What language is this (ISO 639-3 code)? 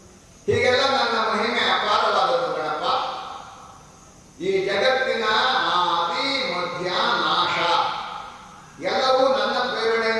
kan